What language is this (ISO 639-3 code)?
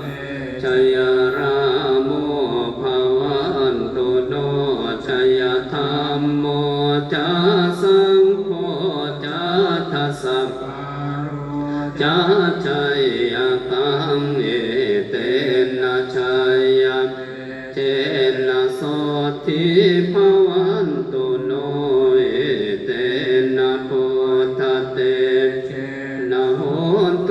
pli